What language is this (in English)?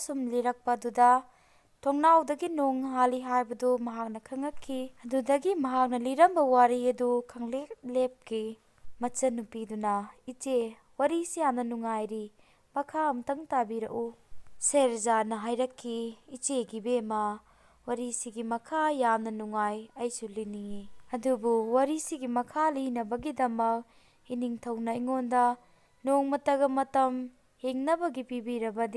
Manipuri